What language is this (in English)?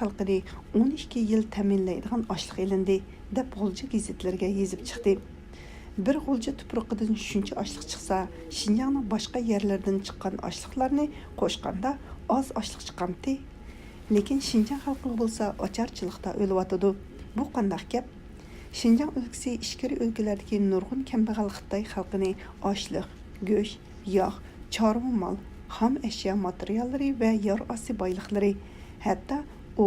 Uyghur